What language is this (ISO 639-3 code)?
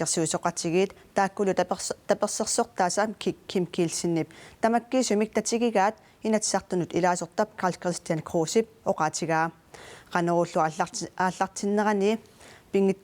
kal